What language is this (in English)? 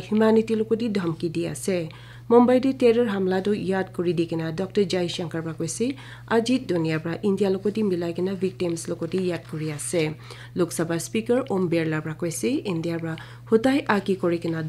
Naga Pidgin